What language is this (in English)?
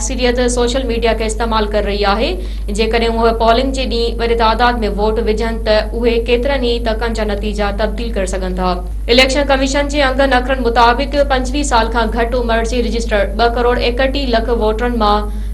Sindhi